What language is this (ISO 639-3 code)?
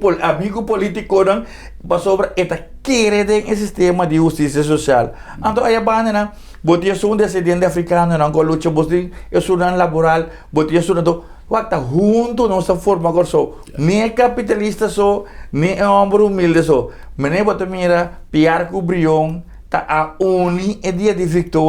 pap